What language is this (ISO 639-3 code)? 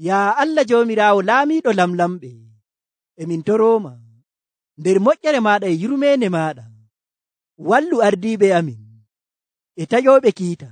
fuv